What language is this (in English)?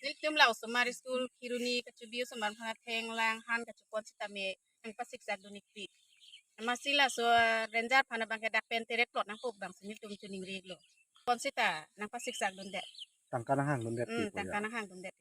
Karbi